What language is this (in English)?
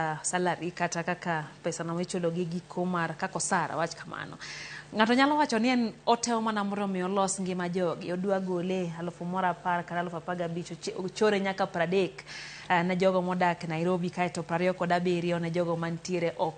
Luo (Kenya and Tanzania)